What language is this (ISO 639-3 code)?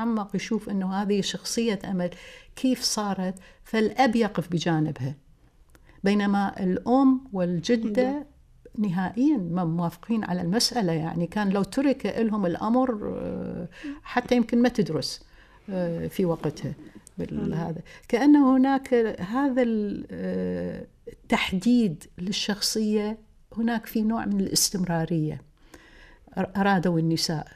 aeb